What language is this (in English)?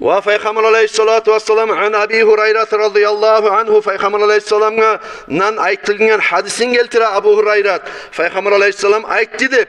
Kumyk